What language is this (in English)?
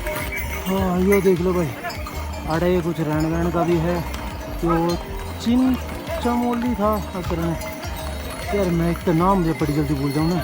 Haryanvi